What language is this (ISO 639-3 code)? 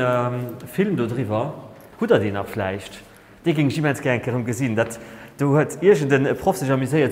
ltz